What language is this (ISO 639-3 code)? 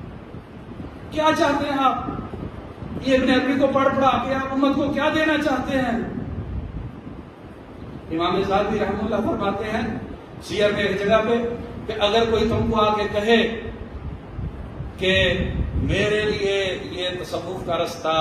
urd